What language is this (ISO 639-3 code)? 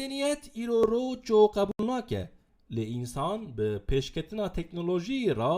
kur